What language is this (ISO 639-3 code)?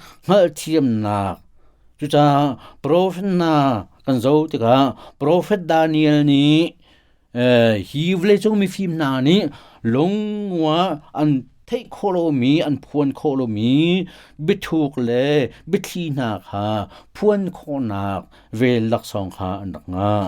cnh